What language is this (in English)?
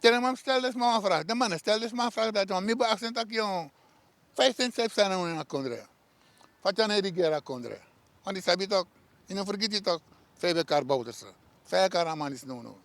Sranan Tongo